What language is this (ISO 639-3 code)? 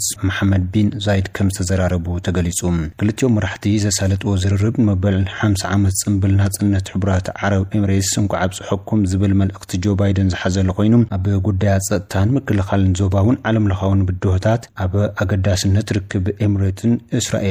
tir